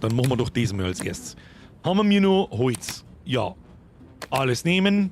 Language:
Bavarian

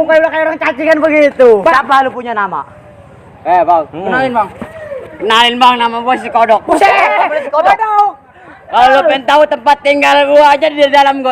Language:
Betawi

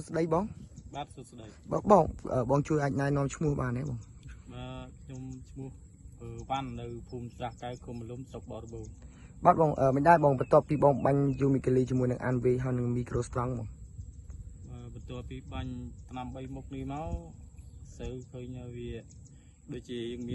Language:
Khmer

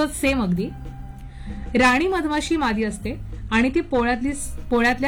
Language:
Marathi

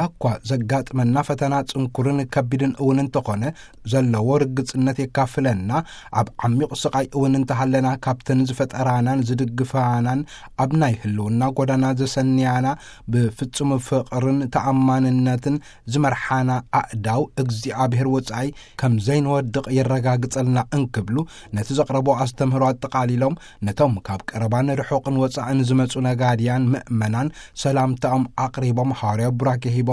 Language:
Tigrinya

